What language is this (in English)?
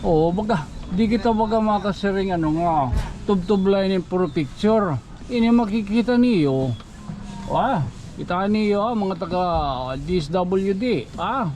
Waray